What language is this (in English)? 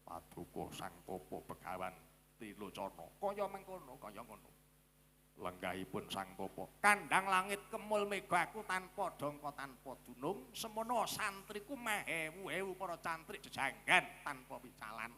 Javanese